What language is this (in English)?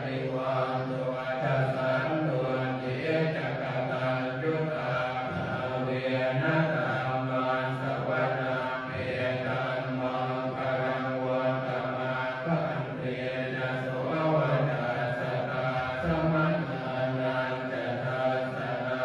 Pali